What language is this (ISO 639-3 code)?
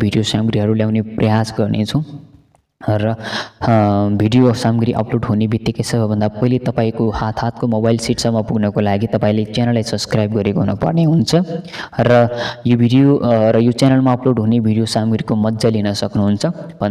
nep